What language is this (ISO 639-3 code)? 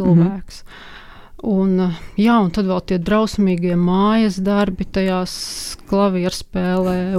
lav